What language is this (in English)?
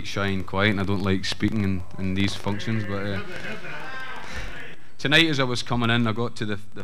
English